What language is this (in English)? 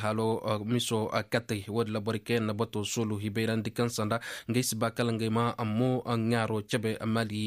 Koyraboro Senni